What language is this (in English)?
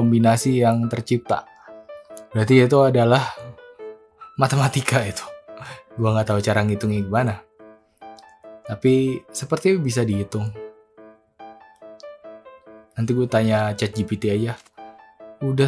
Indonesian